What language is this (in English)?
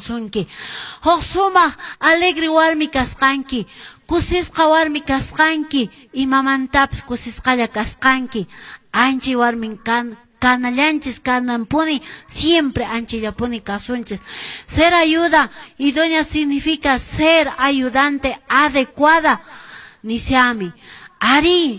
Quechua